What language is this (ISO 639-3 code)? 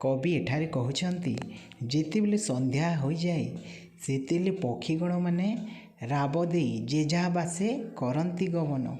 ori